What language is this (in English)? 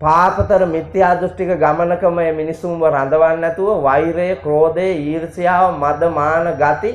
Sinhala